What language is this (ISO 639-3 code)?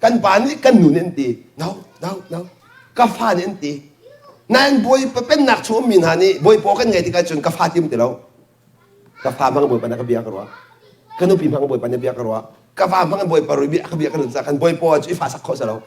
cnh